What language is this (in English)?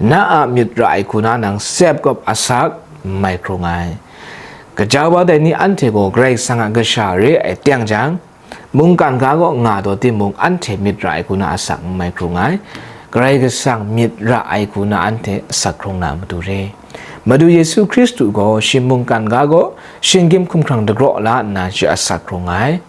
Kachin